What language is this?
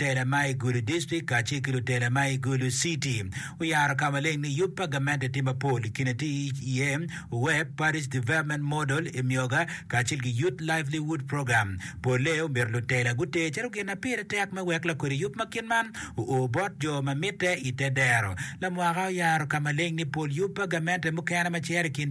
Acoli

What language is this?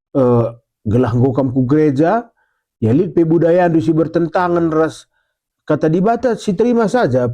Batak Karo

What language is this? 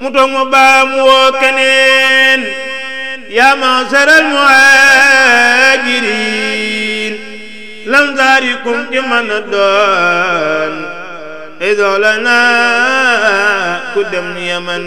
Wolof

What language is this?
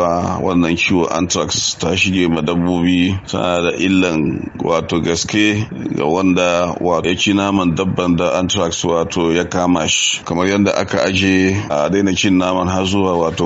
Hausa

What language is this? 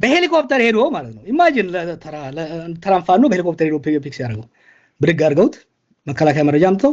Amharic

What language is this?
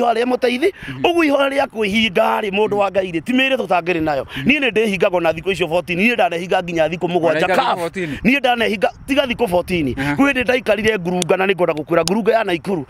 Kikuyu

